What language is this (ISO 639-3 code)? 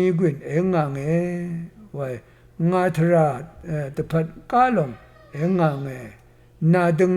raw